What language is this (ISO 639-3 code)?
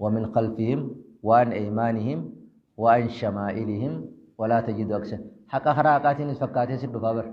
orm